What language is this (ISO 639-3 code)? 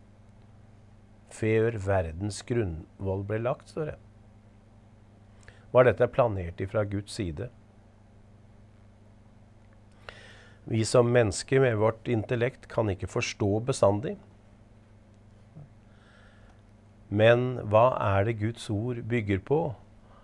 nor